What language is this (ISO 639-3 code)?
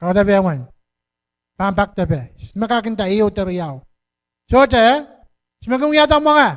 pon